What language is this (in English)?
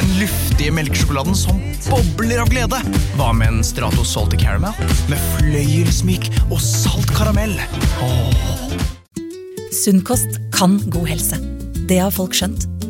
Norwegian